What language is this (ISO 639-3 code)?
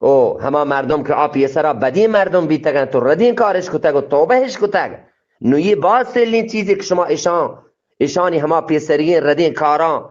bgp